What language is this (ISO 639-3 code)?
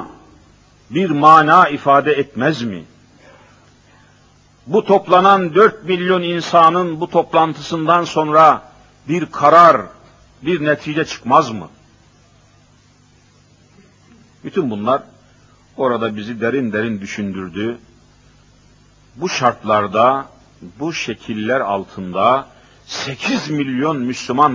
tur